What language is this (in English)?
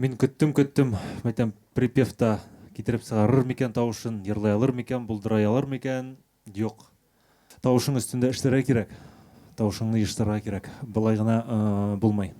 Bashkir